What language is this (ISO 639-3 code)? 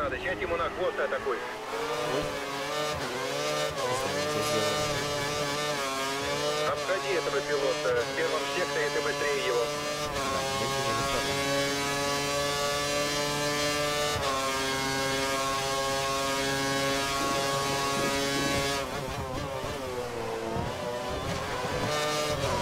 rus